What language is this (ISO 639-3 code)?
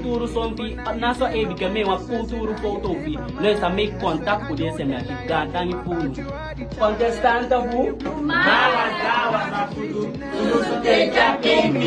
srm